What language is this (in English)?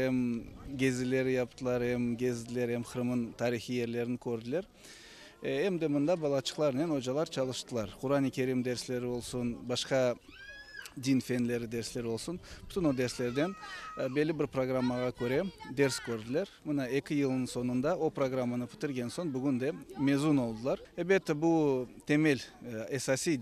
Crimean Tatar